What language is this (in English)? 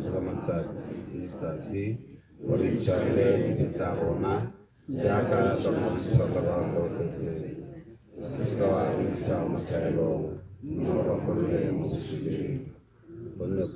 Tswana